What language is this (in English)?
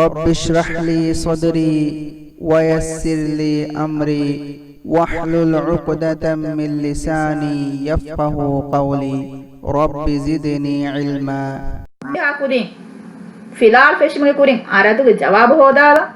Divehi